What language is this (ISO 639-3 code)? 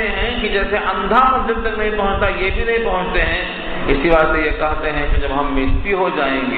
urd